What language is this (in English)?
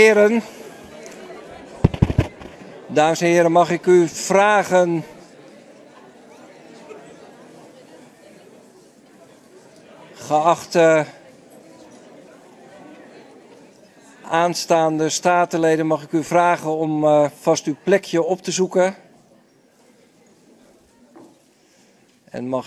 Dutch